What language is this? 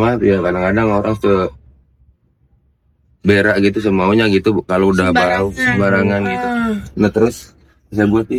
Indonesian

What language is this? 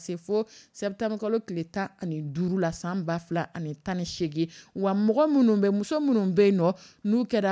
Dyula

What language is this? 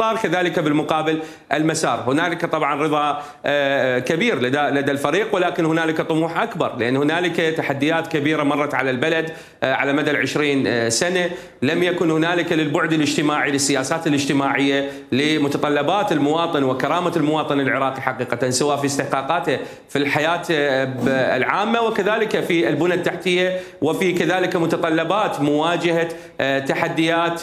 Mesopotamian Arabic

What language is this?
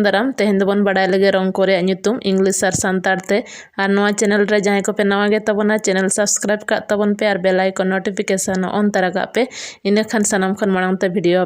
Santali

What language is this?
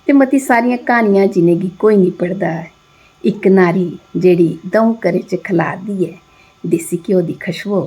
Dogri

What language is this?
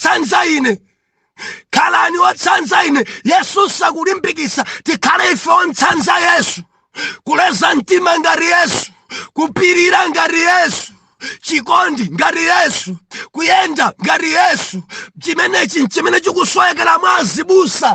Nyanja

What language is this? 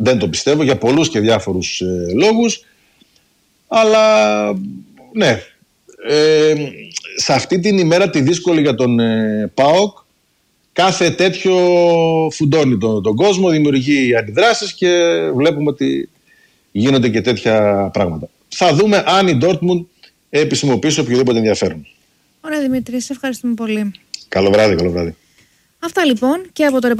Greek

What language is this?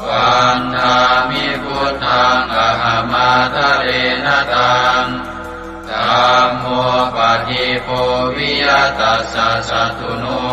Pali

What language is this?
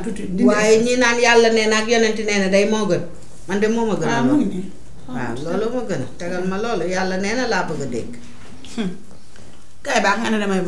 Wolof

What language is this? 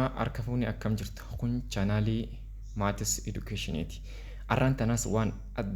Oromo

